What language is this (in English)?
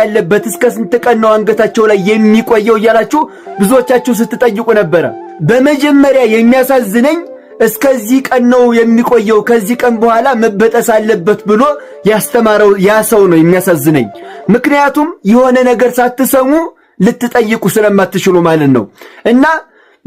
Amharic